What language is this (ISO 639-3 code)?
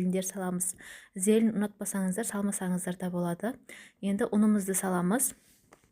kaz